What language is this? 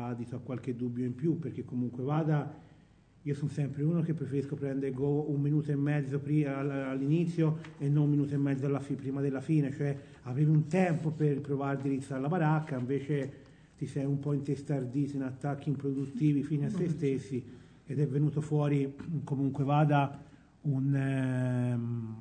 Italian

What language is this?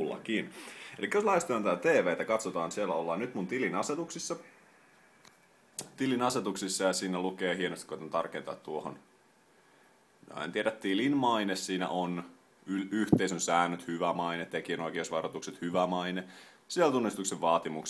Finnish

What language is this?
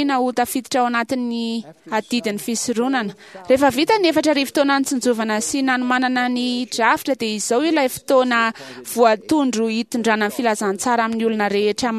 Malagasy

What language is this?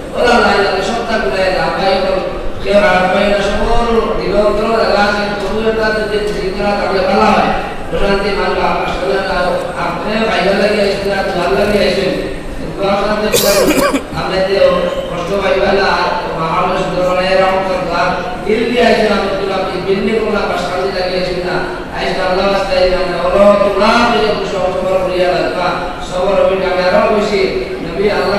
Sylheti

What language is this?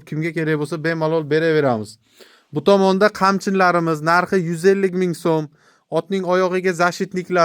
Uzbek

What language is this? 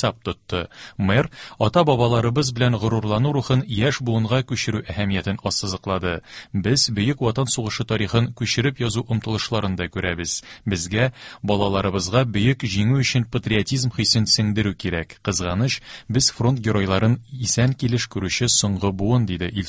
Tatar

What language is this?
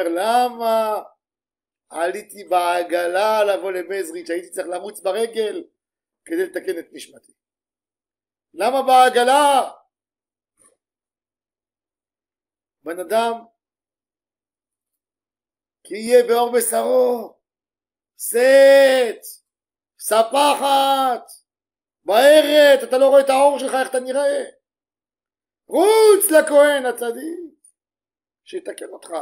Hebrew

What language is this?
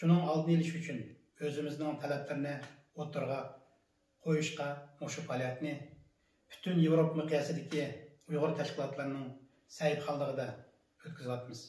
Uyghur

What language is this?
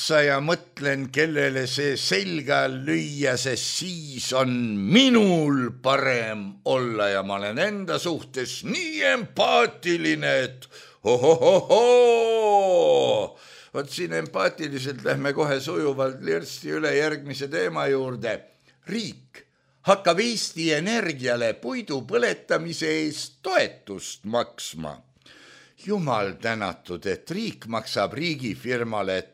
Estonian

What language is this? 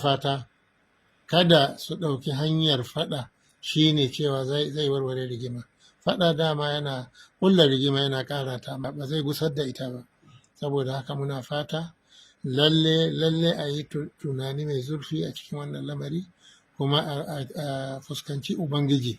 Hausa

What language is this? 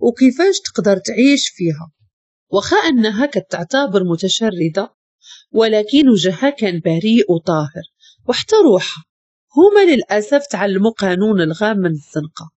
Moroccan Arabic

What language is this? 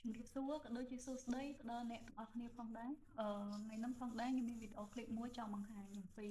Khmer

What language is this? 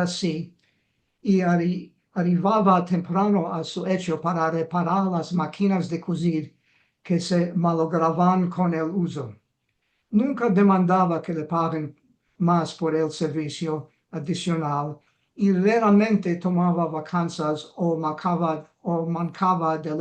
Ladino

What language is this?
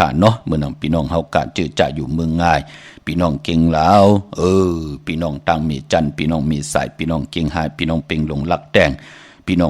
Shan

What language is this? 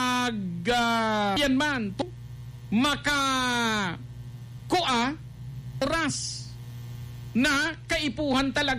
Bikol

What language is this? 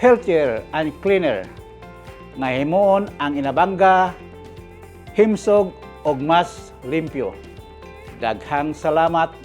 Cebuano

